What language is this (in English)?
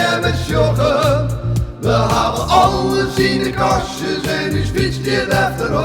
Western Frisian